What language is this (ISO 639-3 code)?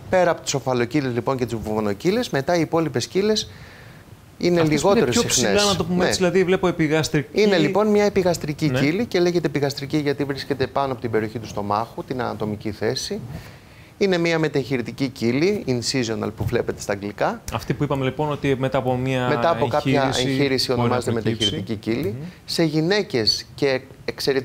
ell